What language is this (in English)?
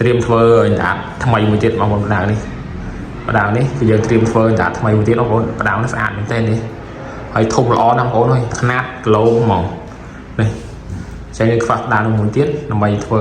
Khmer